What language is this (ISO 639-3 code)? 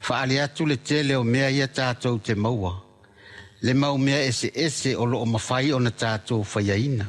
smo